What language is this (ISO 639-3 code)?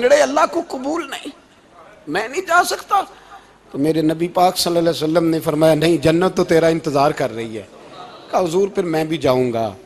urd